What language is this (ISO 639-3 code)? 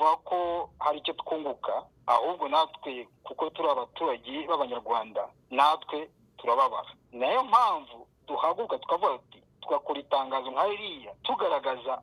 kin